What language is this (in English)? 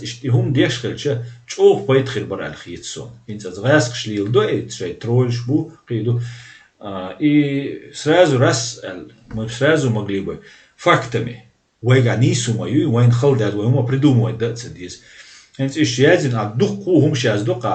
Chechen